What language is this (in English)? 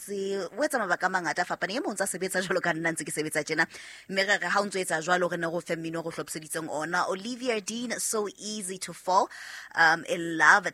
Southern Sotho